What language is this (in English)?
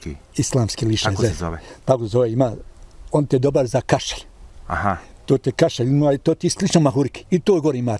Bosnian